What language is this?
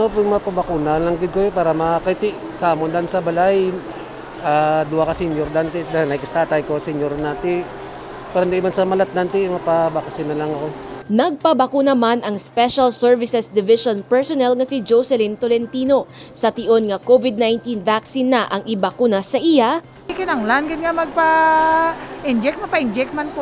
Hiligaynon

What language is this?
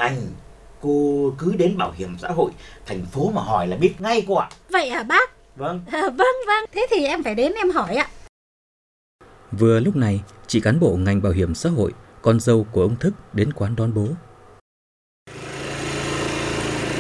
Vietnamese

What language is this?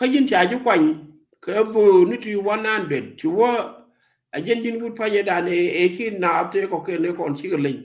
Nuer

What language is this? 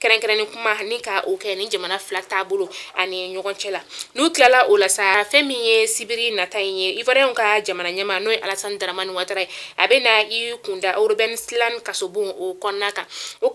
Bambara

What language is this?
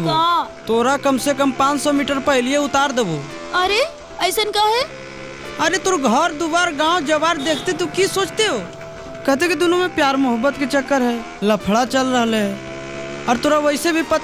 Magahi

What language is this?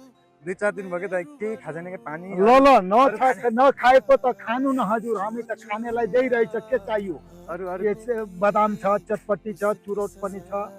Nepali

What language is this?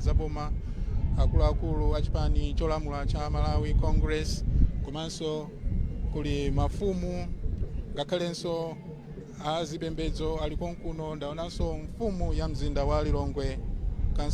Nyanja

